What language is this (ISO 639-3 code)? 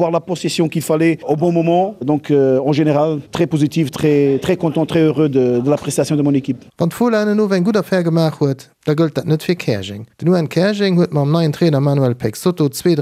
ltz